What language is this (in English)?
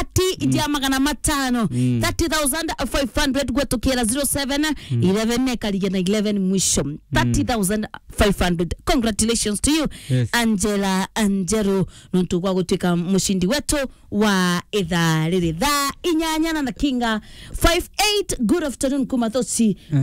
Meru